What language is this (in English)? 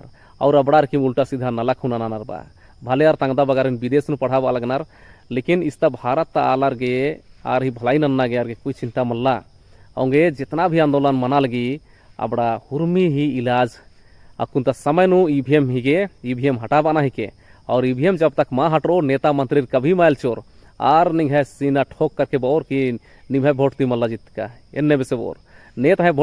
Kurukh